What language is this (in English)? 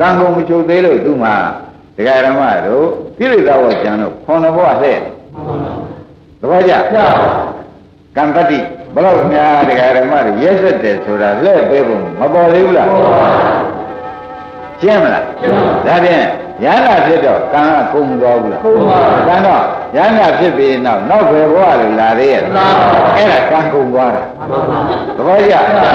Burmese